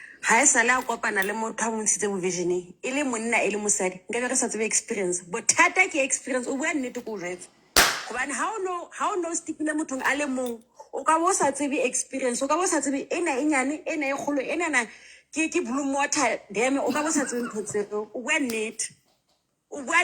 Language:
Southern Sotho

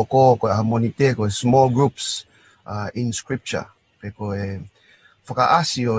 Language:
Tongan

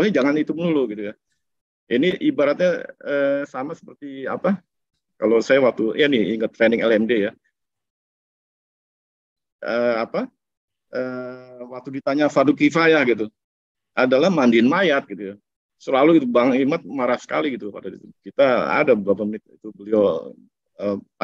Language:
Indonesian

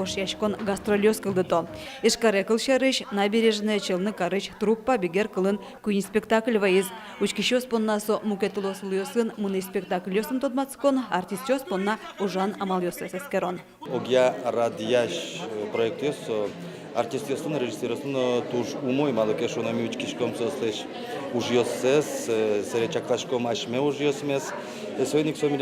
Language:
Udmurt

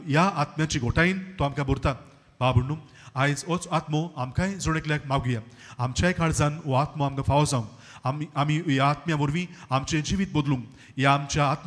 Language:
Konkani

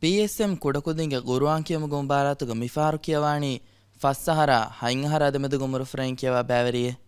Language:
Divehi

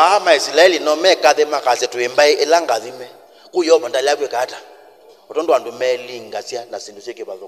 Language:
Kamba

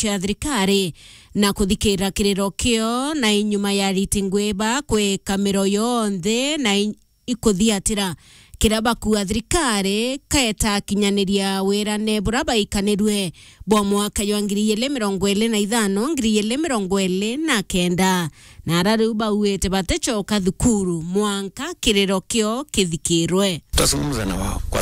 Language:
Meru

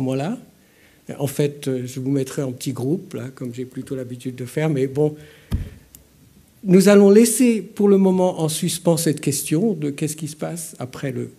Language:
French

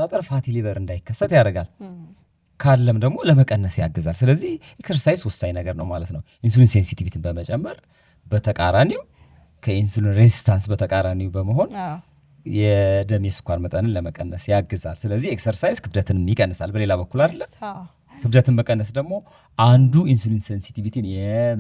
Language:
Amharic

